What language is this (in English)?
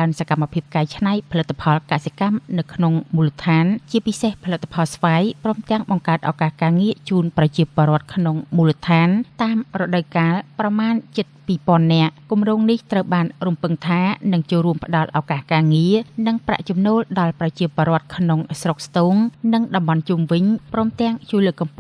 Khmer